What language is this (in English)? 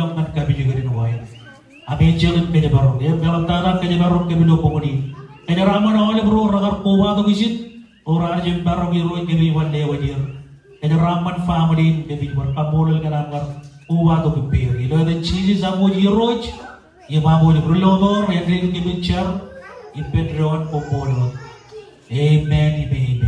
Marshallese